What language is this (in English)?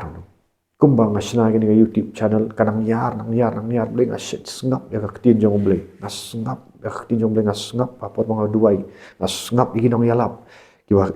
Khasi